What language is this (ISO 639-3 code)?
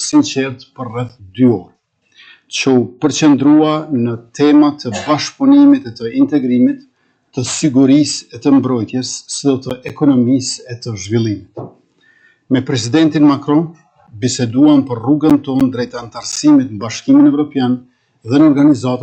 sqi